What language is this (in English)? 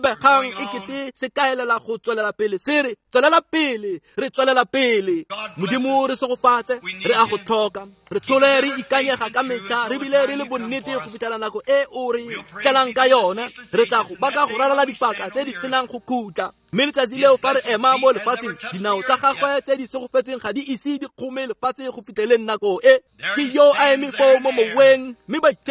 Tswana